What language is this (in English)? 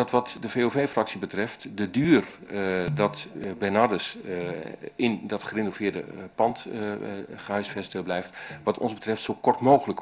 Dutch